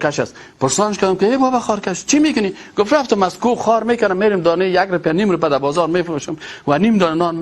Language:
Persian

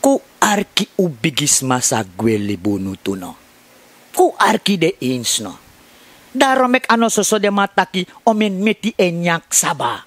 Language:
Sranan Tongo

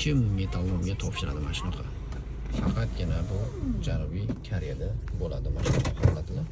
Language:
Uzbek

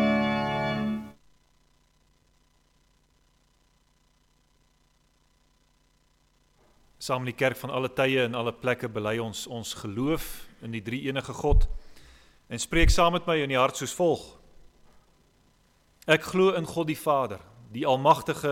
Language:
Afrikaans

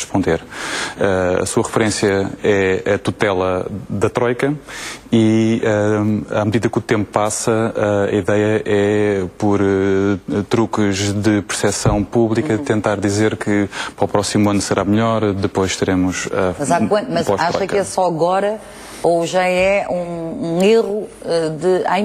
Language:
Portuguese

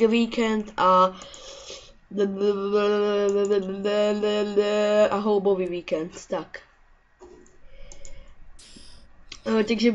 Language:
Czech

